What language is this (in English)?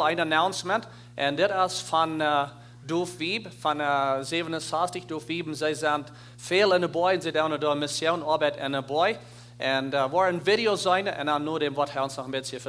Plautdietsch